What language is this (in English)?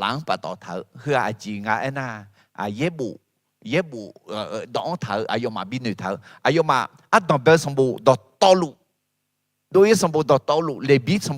Akha